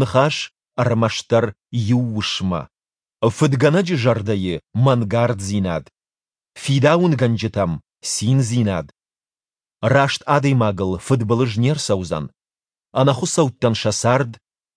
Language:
Ossetic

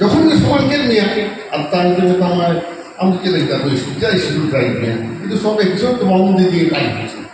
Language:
Santali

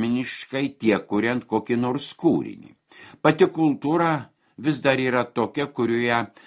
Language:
Lithuanian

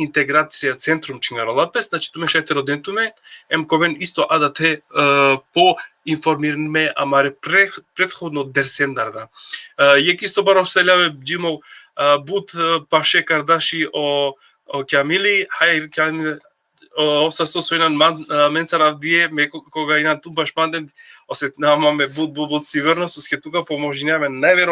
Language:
Balkan Romani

